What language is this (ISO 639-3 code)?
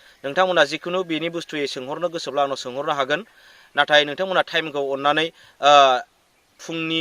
brx